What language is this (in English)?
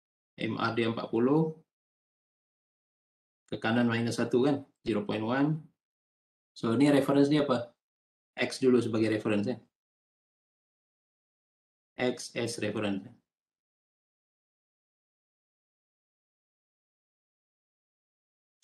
Malay